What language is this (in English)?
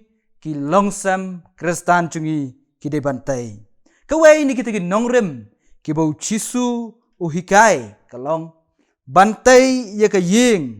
Khasi